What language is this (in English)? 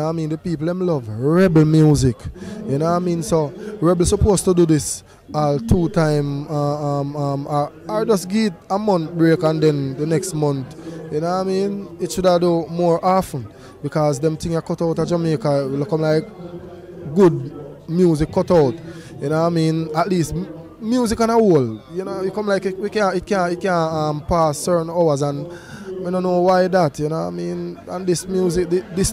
Jamaican Creole English